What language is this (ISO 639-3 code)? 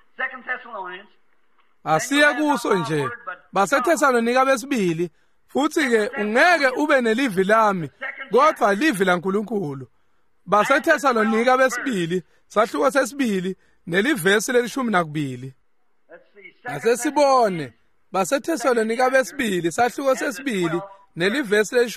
ssw